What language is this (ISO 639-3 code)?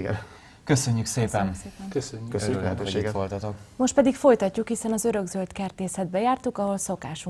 hun